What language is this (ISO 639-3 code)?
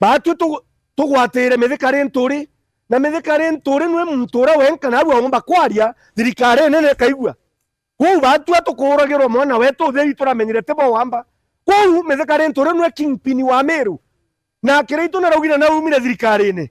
mer